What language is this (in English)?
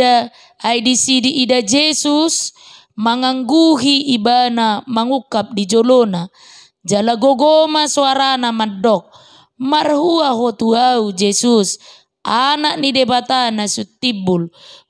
Batak Toba